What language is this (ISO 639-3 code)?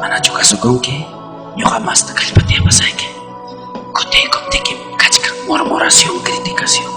quy